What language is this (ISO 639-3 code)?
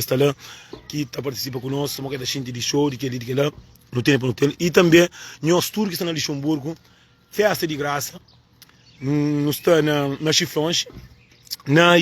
kea